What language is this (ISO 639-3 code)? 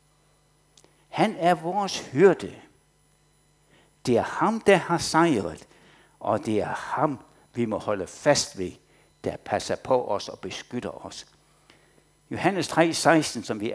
dan